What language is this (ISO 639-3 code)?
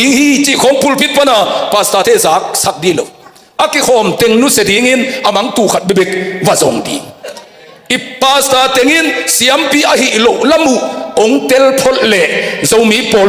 ctd